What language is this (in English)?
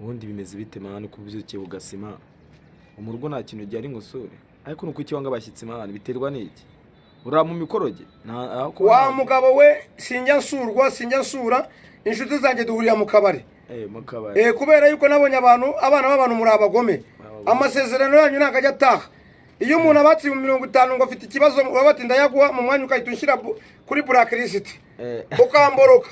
Kinyarwanda